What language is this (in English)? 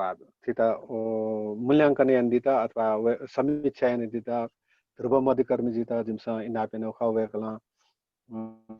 Newari